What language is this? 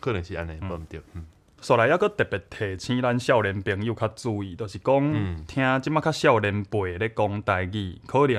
Min Nan Chinese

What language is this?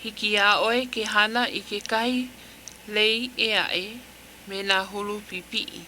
Hawaiian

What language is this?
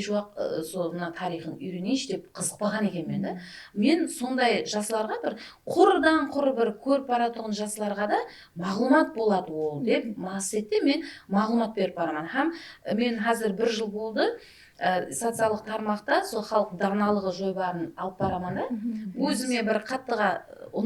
Kara-Kalpak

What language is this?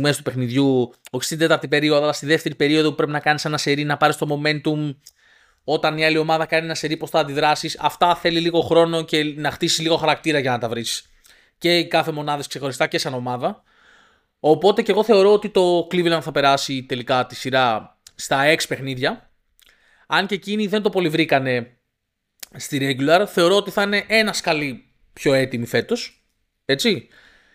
Greek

